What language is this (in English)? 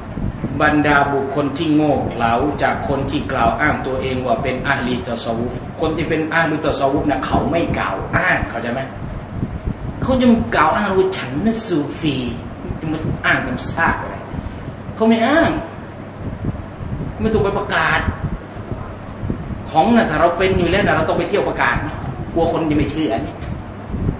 Thai